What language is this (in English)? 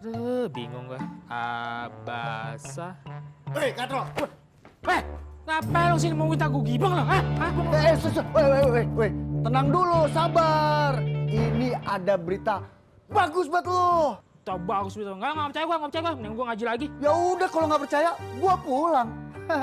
Betawi